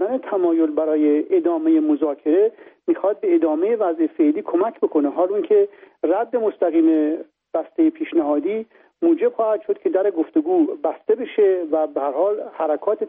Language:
Persian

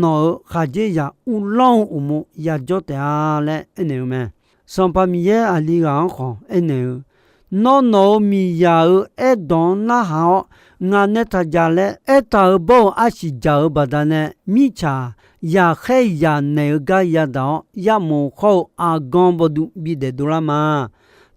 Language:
Akha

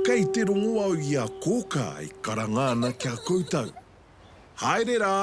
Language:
Māori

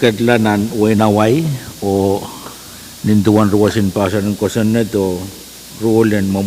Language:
Pohnpeian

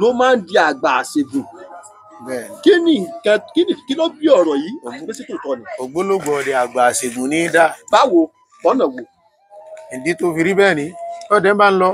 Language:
Yoruba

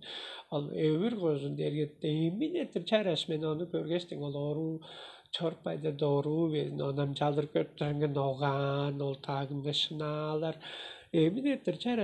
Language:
Tuvinian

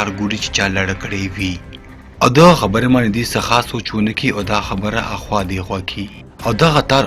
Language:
Pashto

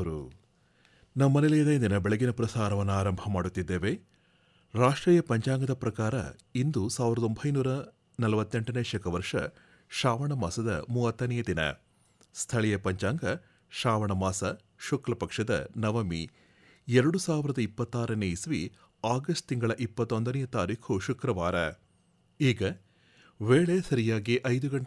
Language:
Kannada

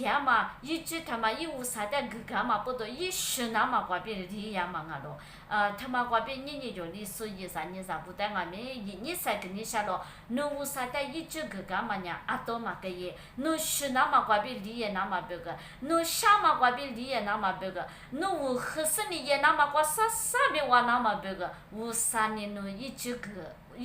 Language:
Lisu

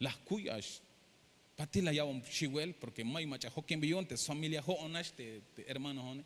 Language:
Tzeltal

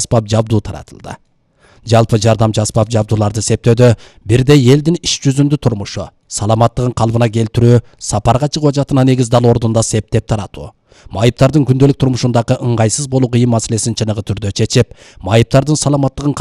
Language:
Kyrgyz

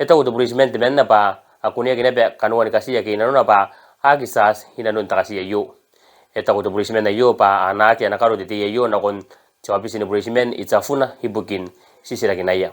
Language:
Gilbertese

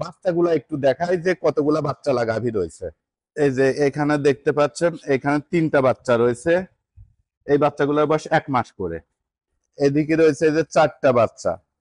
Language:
Bangla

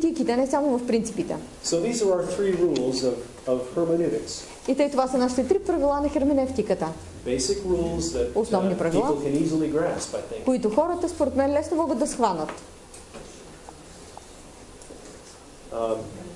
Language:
Bulgarian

